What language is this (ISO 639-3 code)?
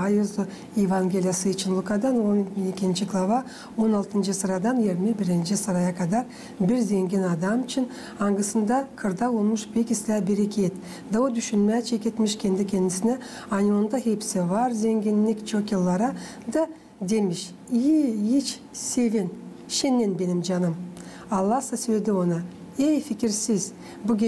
gag